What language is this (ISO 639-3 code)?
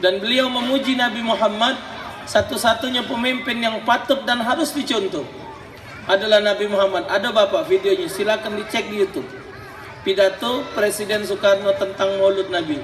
mui